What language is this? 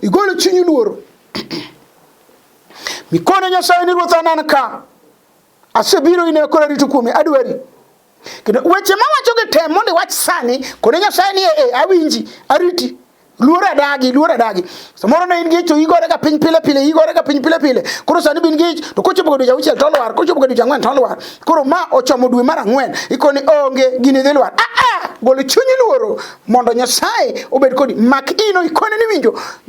Luo (Kenya and Tanzania)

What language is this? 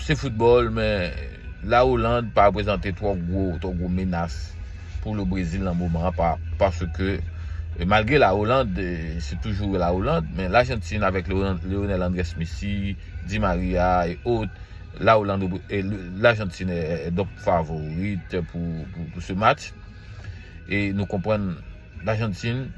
Haitian Creole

